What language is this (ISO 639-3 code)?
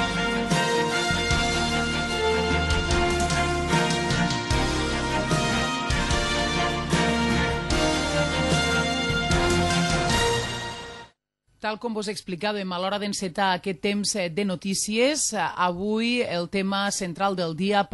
cat